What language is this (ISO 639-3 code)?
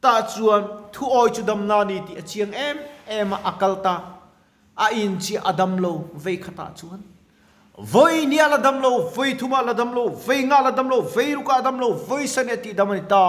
lus